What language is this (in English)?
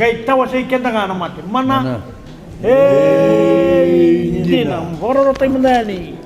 Fijian